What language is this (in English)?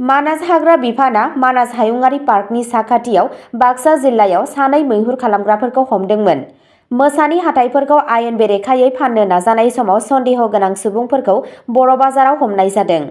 Bodo